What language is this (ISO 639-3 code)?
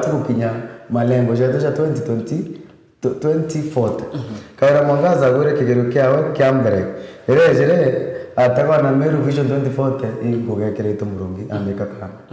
mer